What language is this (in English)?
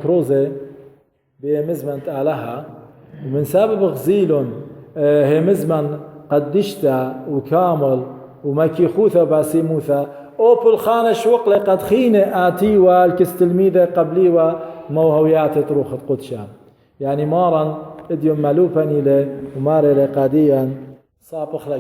Assyrian Neo-Aramaic